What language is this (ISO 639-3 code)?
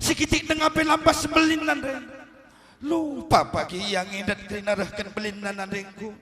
btx